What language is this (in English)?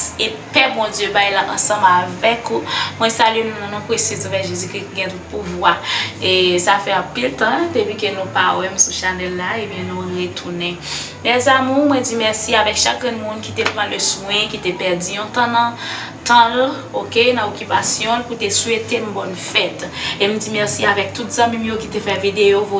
Haitian Creole